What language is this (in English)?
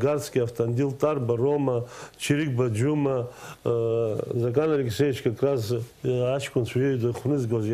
Abkhazian